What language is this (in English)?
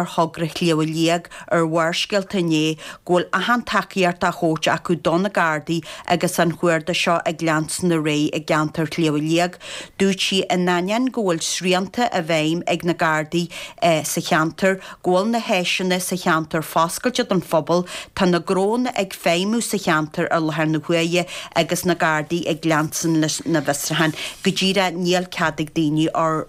Irish